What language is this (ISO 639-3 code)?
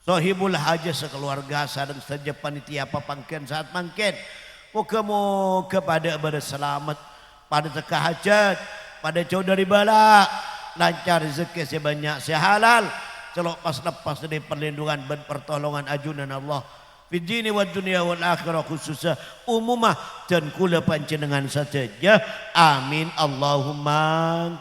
mad